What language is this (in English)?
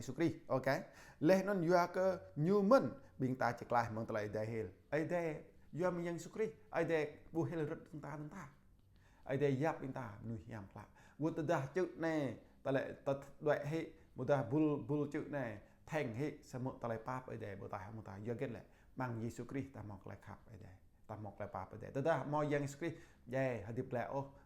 Jarai